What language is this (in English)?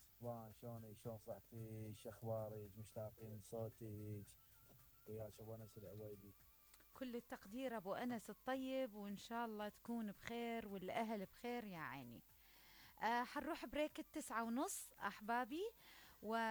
Mesopotamian Arabic